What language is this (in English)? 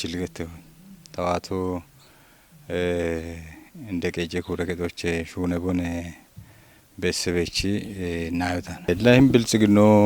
Kafa